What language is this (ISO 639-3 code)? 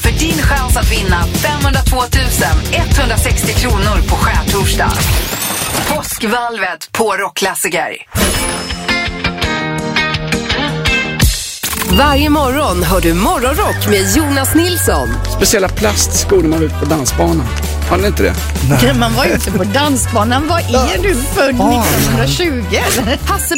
swe